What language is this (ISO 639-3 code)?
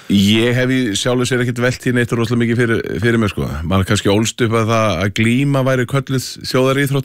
isl